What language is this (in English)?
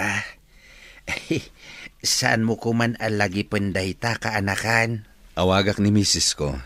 Iloko